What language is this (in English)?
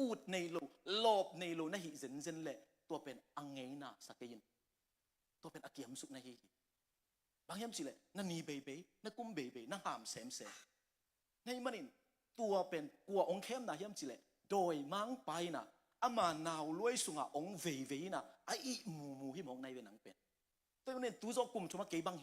Tedim Chin